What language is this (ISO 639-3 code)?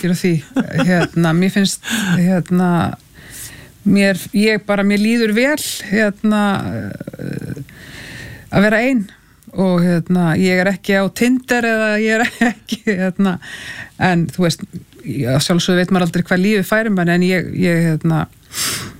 isl